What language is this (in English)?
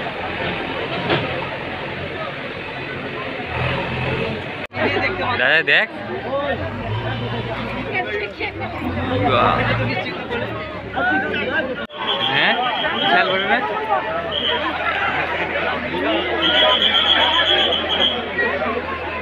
Bangla